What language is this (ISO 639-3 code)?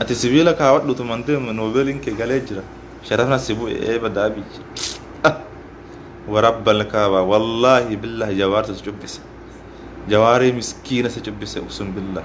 orm